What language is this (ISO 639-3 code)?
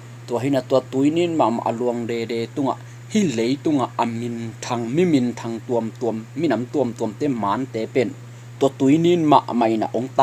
ctd